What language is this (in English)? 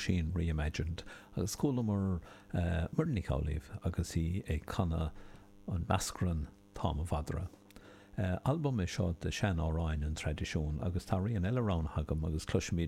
Irish